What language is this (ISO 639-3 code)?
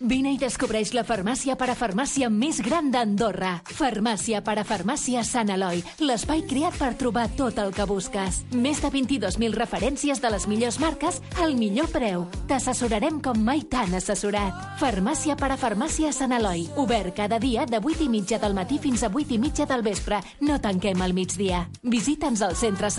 cat